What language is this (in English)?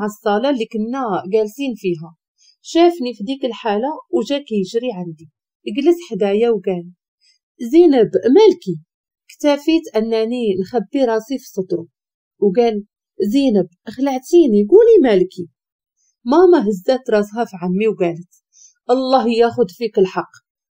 Moroccan Arabic